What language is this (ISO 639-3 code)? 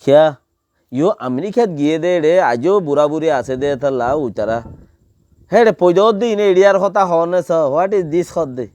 rhg